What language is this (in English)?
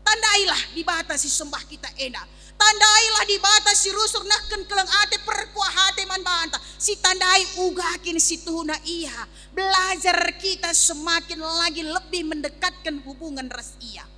Batak Karo